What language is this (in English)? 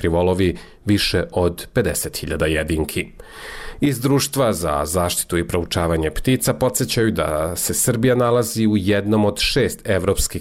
Serbian